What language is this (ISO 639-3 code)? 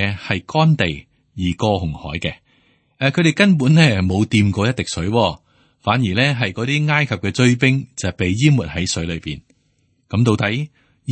yue